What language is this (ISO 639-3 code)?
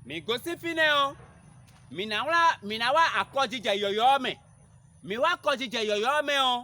fon